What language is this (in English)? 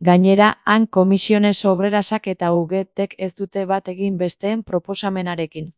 Basque